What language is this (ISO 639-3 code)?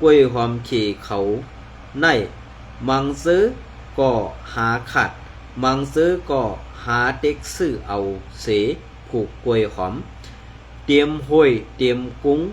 shn